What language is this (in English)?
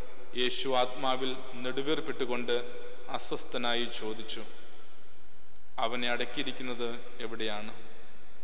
Malayalam